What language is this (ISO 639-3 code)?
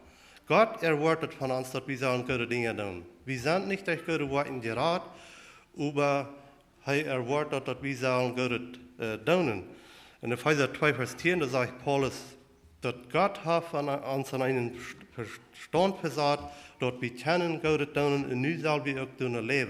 pdt